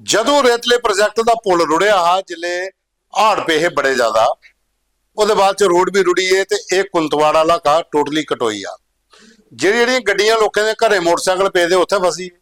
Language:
Dogri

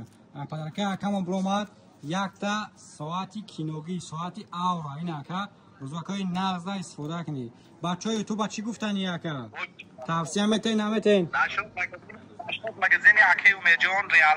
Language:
Tajik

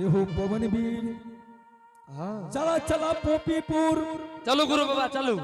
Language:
Angika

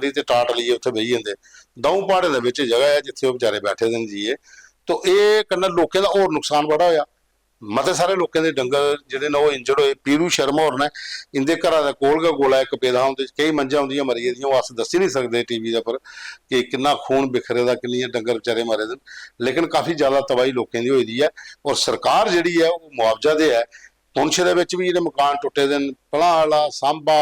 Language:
Dogri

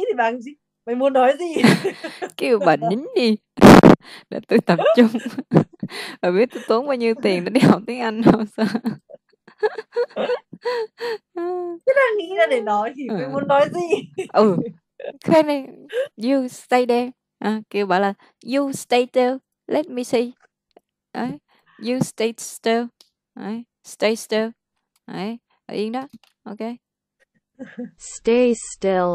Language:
Vietnamese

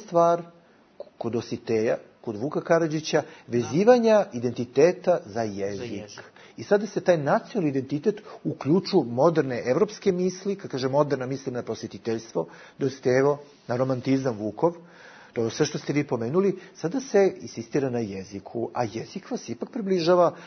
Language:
Bosnian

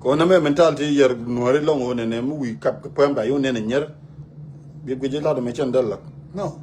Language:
Nuer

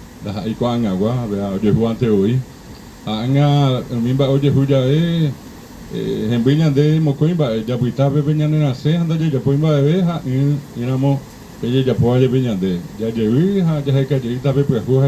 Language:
Guarani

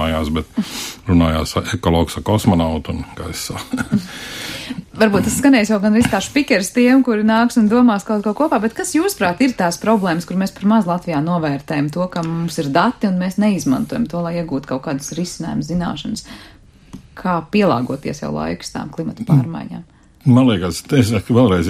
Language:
Latvian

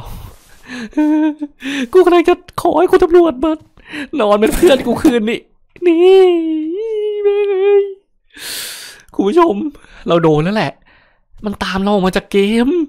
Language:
Thai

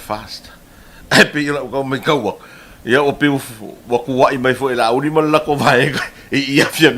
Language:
Samoan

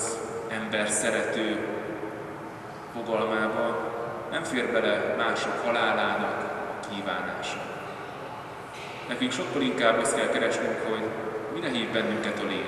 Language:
Hungarian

